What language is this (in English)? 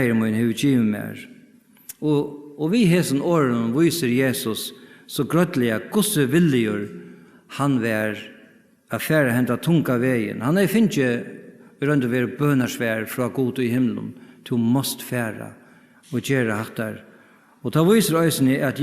Faroese